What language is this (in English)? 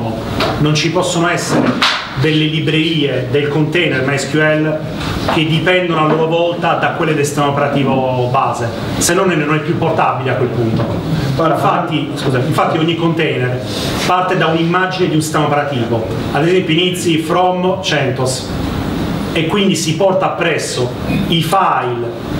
Italian